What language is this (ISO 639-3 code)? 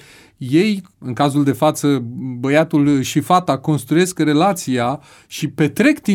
ron